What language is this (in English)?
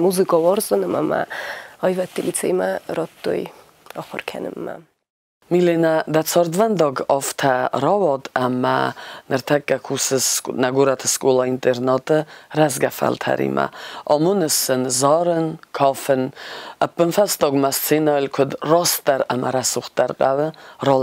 Ossetic